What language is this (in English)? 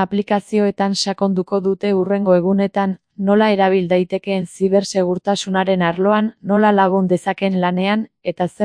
Basque